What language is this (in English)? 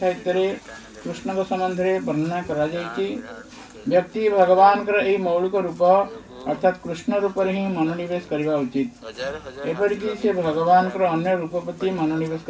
Odia